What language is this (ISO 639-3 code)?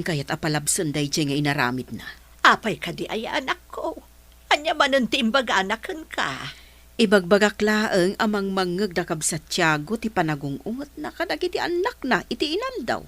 ilo